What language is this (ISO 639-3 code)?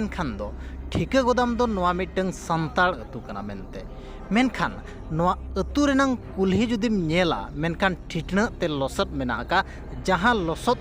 sat